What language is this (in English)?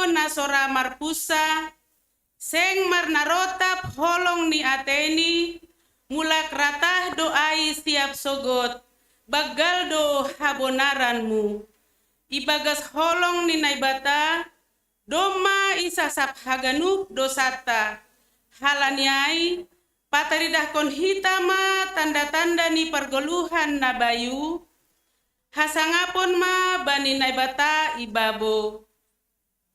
Batak Simalungun